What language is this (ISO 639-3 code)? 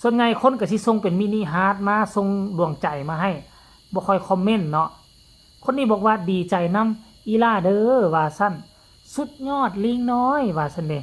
tts